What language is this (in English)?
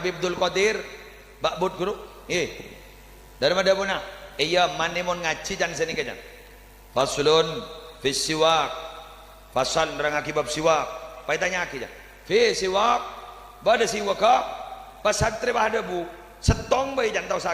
Madurese